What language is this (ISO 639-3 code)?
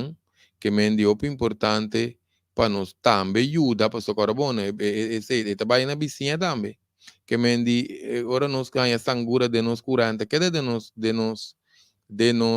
pap